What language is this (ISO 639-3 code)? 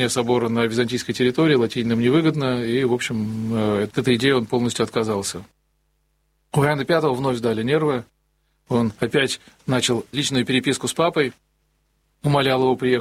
rus